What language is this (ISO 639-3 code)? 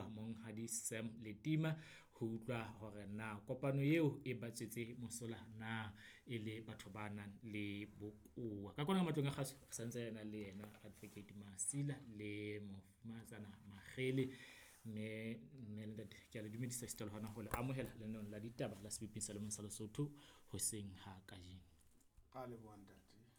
sot